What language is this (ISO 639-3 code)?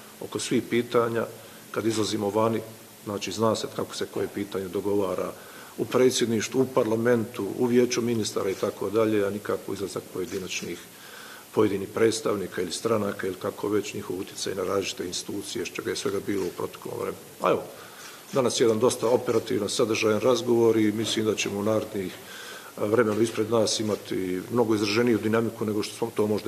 bos